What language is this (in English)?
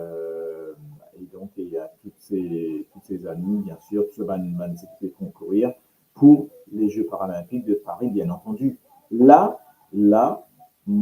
Morisyen